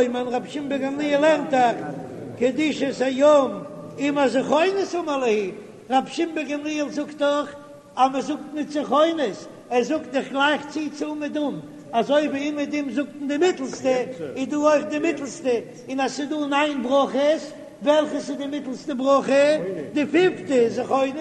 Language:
Yiddish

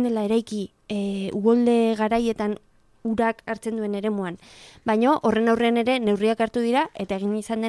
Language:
Basque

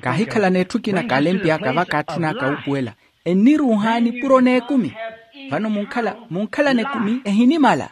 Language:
Makhuwa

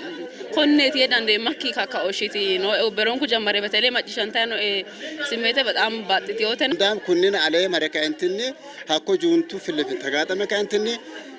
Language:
Sidamo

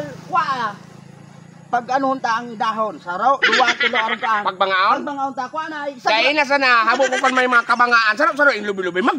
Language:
Bikol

